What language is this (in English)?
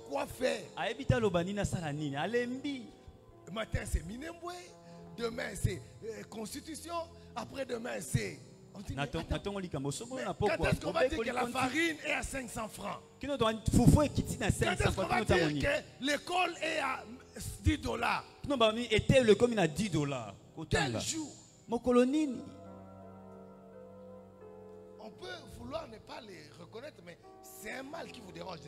French